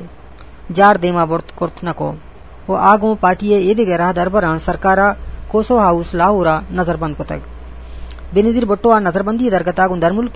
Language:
Eastern Balochi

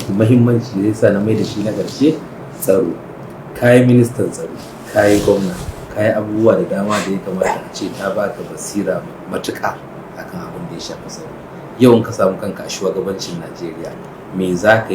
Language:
Hausa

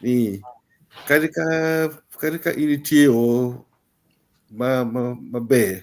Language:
Acoli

